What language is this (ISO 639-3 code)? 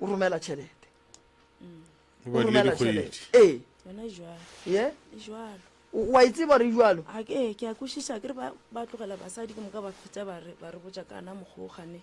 nso